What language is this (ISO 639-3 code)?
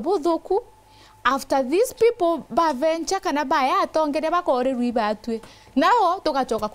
mer